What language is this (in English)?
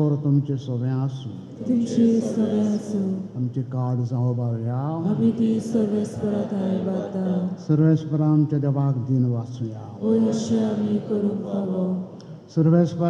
Konkani